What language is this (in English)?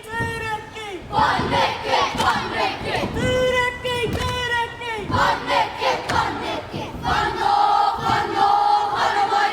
Māori